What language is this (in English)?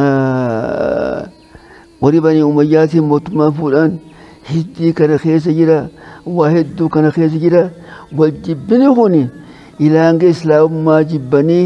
Oromo